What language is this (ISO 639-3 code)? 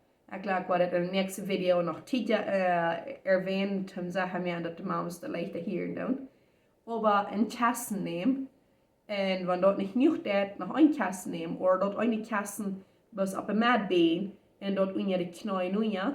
pdt